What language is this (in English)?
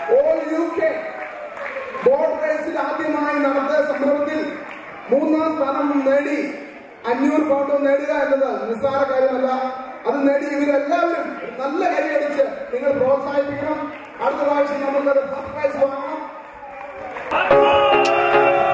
Malayalam